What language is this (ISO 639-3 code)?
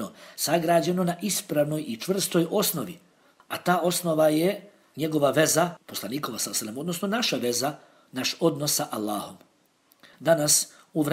bos